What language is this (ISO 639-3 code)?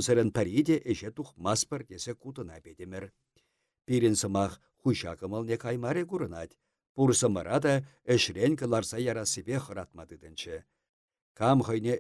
chv